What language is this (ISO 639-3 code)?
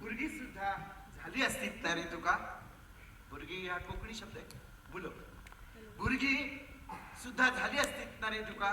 kok